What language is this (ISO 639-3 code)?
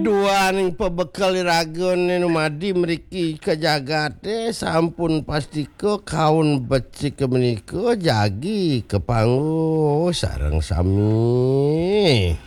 ban